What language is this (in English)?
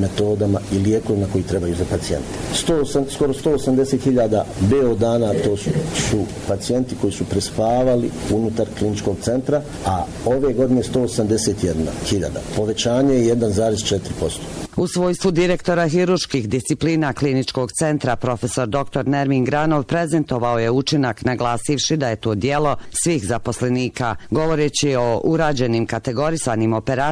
Bosnian